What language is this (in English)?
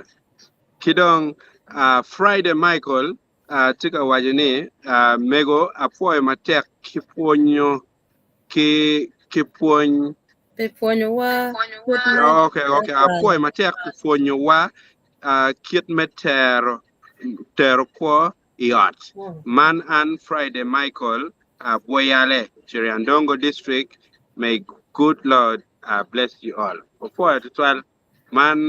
Acoli